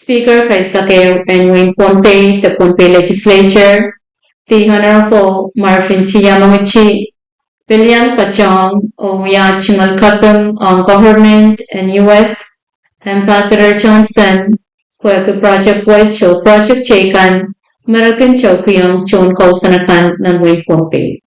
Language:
Pohnpeian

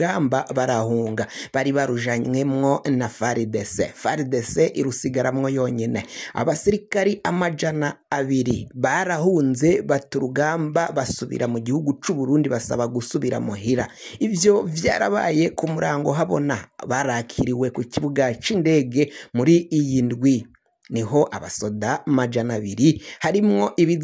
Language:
Rundi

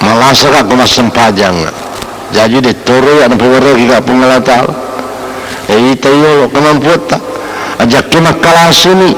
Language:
Buginese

